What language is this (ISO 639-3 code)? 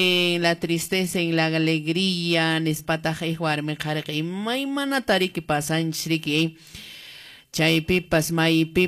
que